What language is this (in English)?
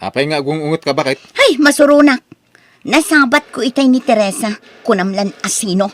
Iloko